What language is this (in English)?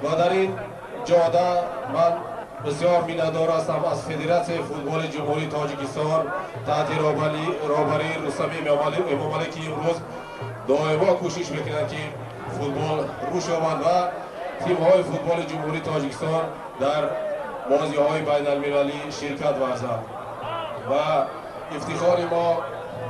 Tajik